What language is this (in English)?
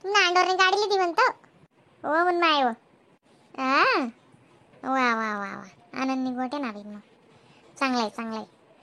Khandesi